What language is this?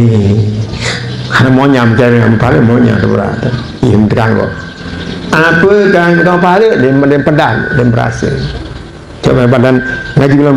Sasak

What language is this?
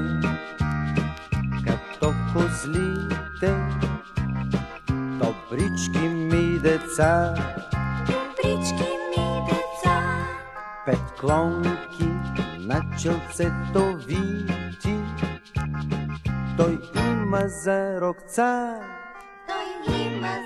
Bulgarian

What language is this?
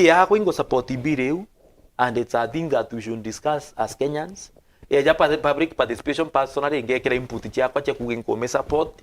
Meru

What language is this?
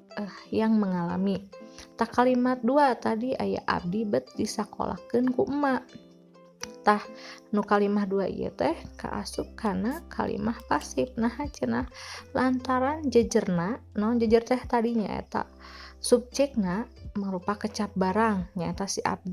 Sundanese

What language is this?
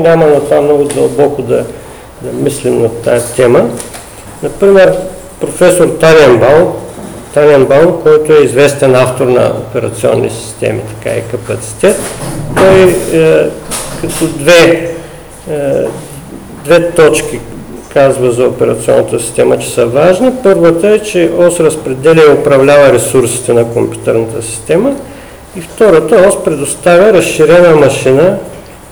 Bulgarian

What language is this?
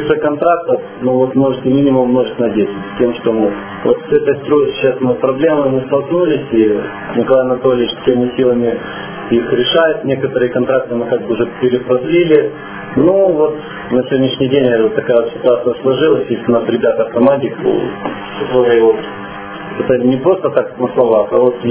Russian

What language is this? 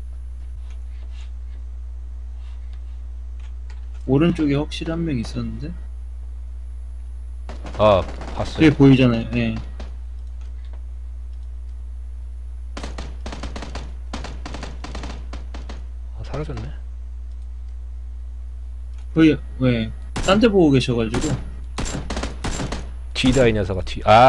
Korean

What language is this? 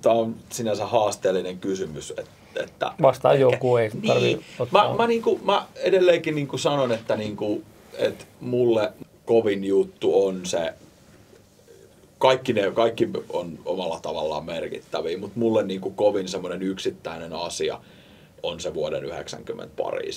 Finnish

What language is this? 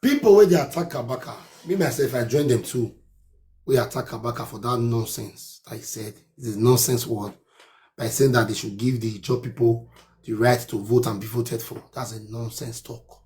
Nigerian Pidgin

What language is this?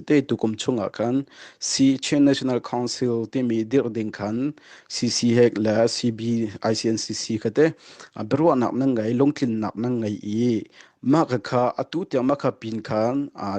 Hakha Chin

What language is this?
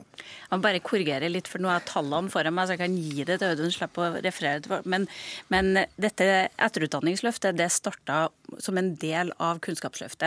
Norwegian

